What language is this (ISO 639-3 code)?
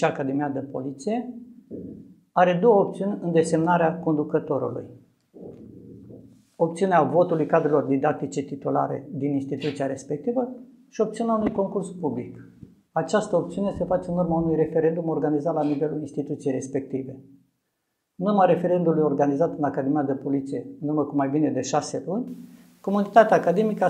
ron